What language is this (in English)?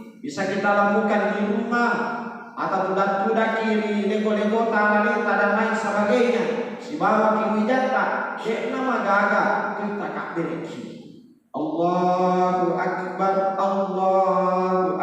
Buginese